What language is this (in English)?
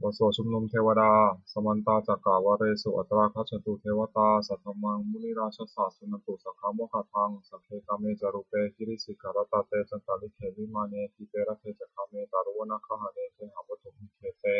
Pali